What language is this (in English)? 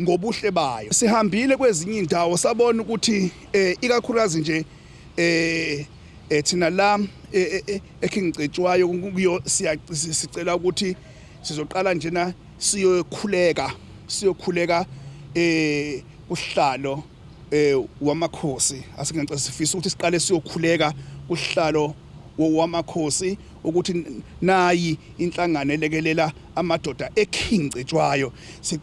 Zulu